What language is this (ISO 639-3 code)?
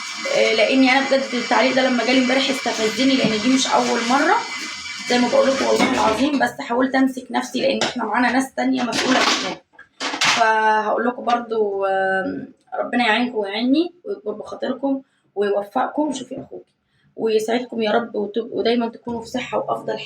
arz